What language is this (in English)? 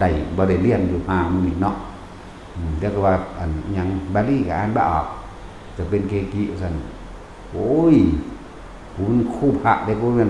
Northeastern Thai